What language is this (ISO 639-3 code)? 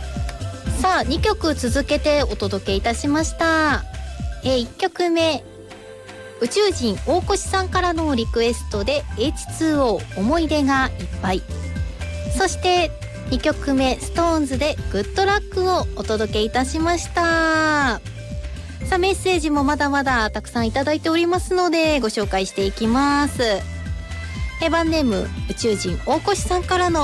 jpn